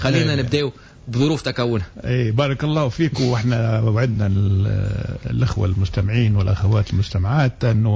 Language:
Tunisian Arabic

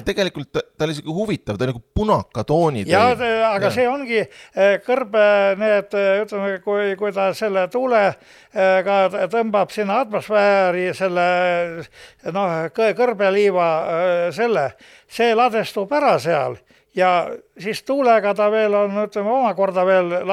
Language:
Estonian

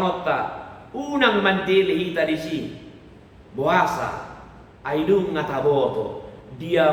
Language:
Batak Toba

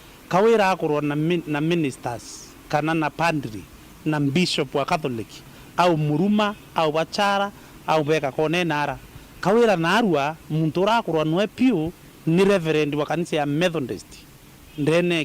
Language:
Meru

